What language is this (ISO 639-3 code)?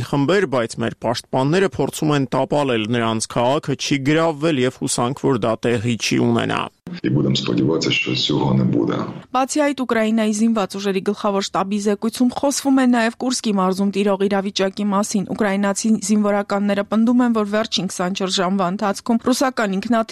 hye